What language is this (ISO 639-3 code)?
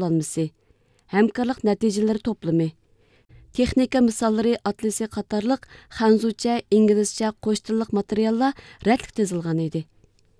uig